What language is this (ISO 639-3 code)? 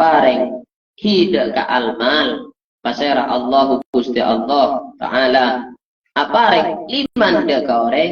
mad